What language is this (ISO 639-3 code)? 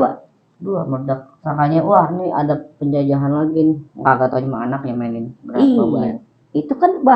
bew